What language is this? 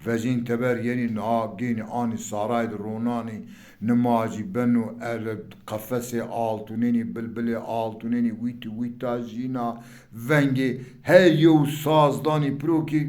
Zaza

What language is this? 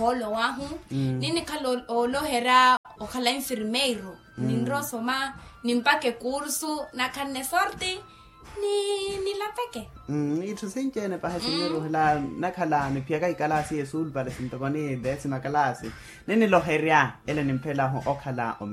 Makhuwa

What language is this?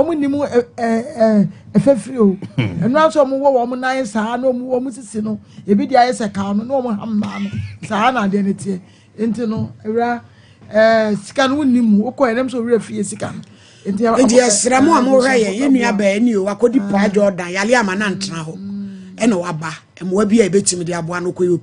Akan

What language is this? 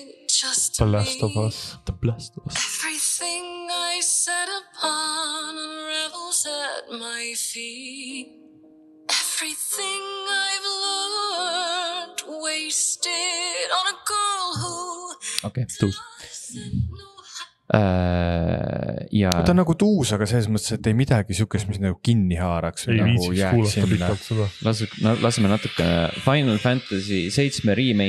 Estonian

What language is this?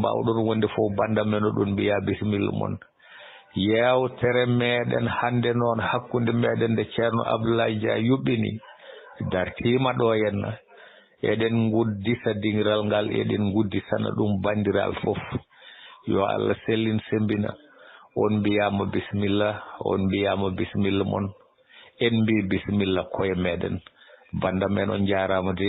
Fula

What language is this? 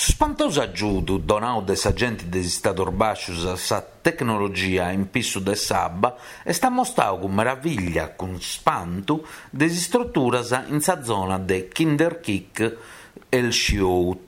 Sardinian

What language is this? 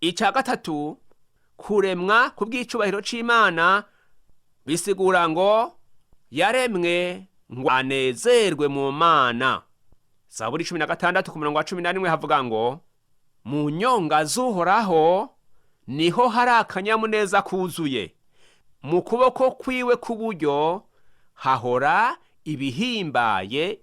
Rundi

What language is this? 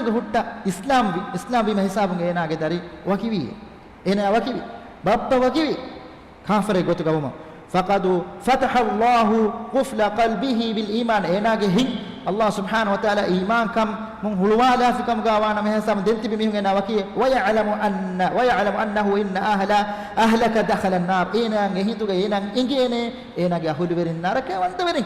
Divehi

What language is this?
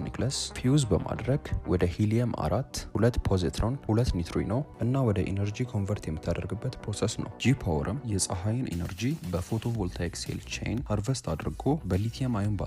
Amharic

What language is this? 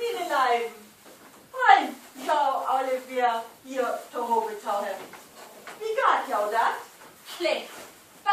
Low German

